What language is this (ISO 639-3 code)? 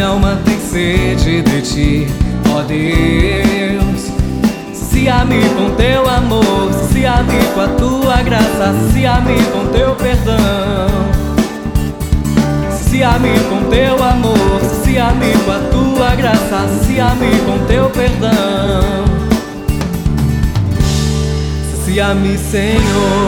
por